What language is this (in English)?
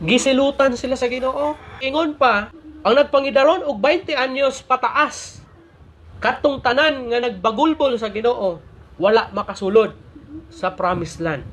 Cebuano